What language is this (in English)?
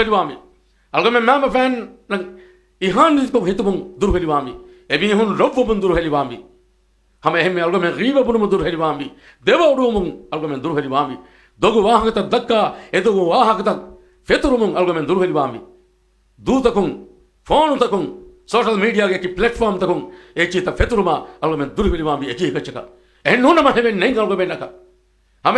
Divehi